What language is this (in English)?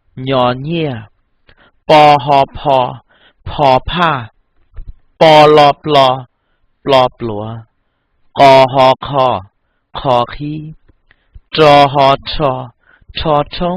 Hmong